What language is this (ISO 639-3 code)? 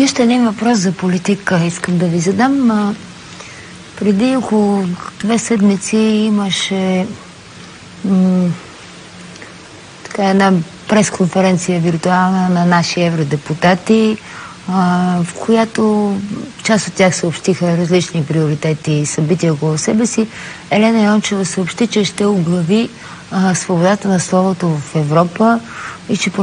bul